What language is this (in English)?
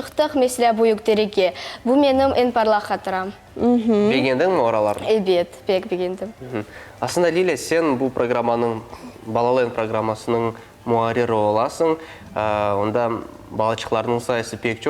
Crimean Tatar